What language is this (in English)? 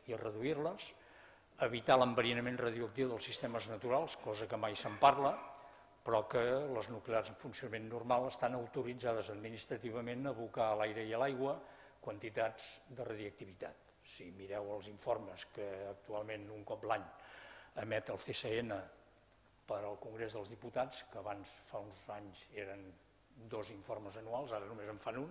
Catalan